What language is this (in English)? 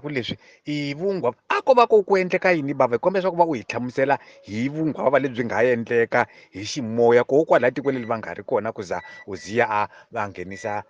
Tsonga